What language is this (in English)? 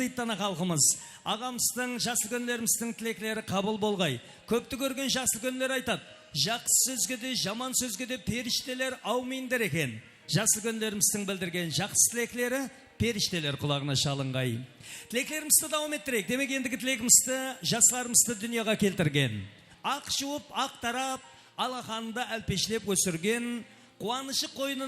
Kara-Kalpak